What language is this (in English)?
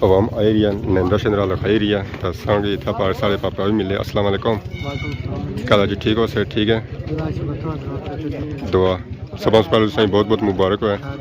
Pahari-Potwari